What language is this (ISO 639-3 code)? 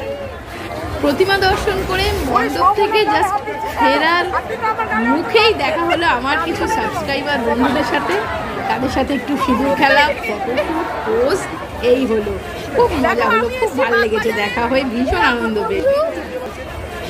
ben